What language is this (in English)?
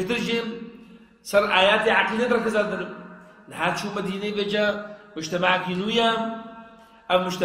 Kurdish